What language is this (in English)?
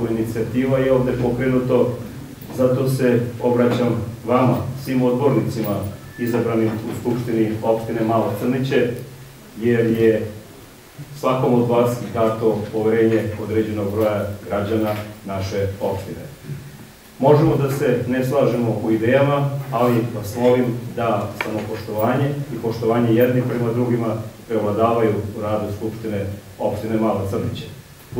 Serbian